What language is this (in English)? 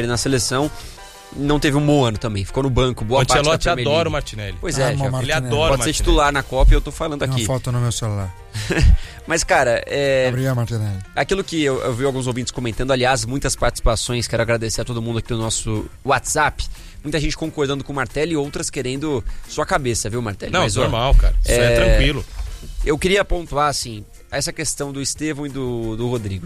Portuguese